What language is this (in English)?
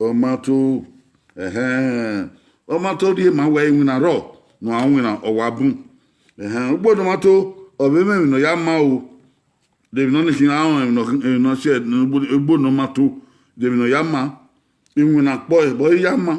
Bini